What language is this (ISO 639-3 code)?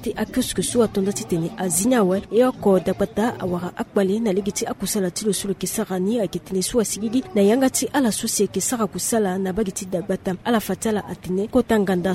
sag